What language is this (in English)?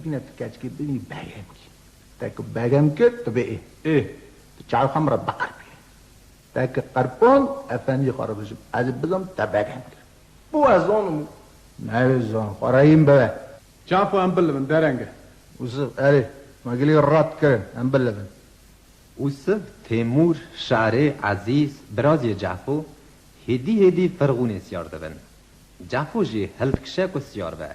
Kurdish